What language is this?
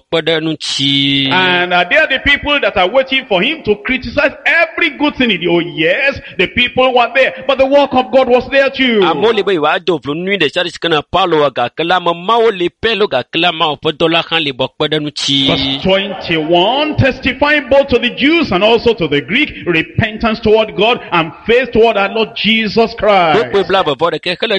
Ewe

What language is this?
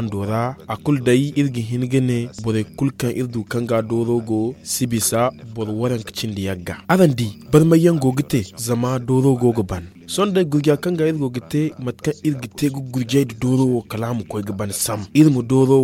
Zarma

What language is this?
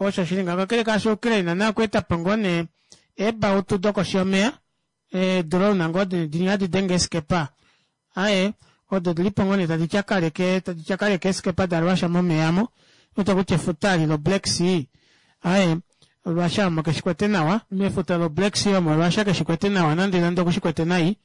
Kuanyama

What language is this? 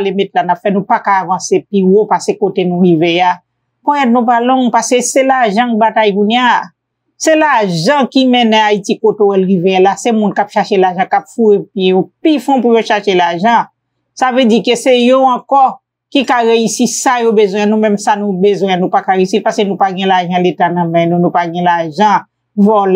Haitian Creole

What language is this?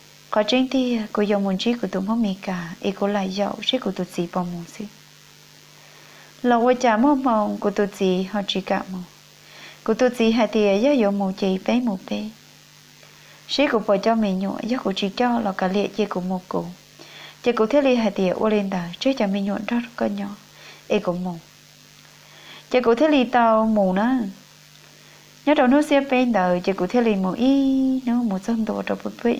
Vietnamese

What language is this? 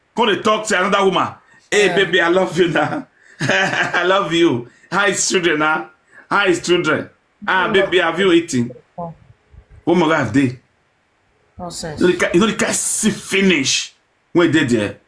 Nigerian Pidgin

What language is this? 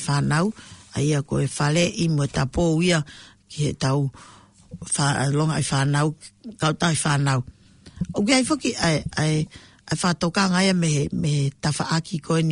Tongan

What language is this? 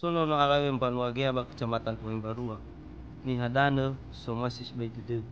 Nias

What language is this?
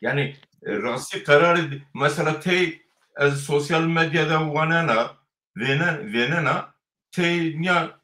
Zaza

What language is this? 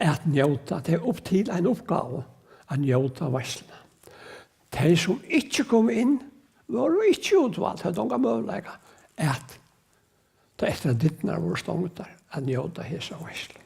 Faroese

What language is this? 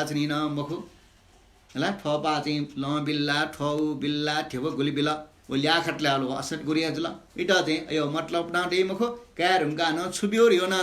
Newari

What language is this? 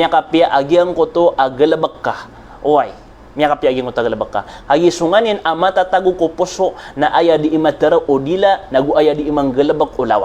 Maranao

